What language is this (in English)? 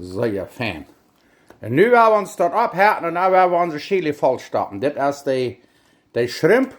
Plautdietsch